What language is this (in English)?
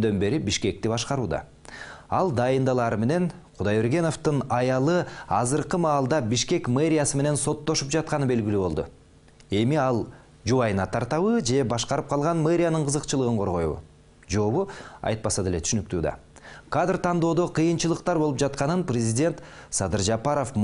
Kyrgyz